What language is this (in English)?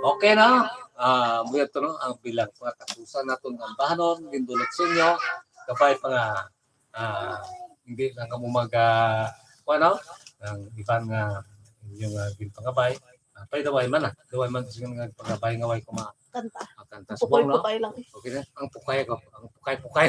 Hiligaynon